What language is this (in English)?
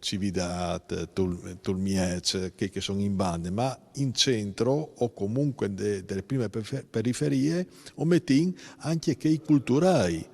Friulian